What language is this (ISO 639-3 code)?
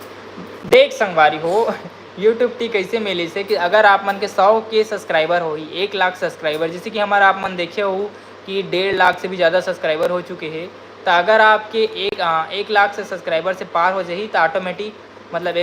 hne